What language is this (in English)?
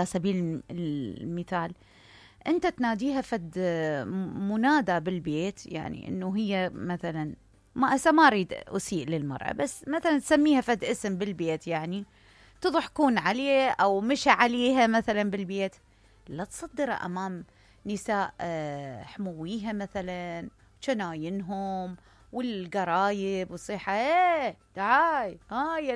Mesopotamian Arabic